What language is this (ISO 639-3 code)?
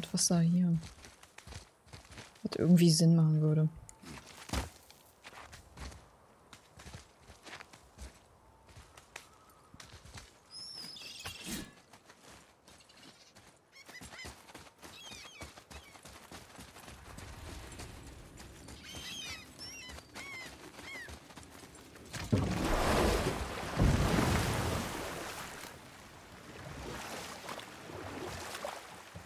deu